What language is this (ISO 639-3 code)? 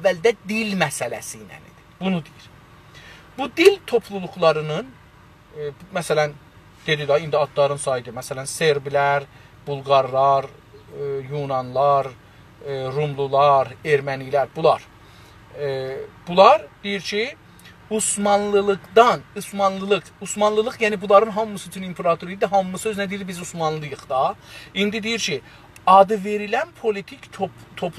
azb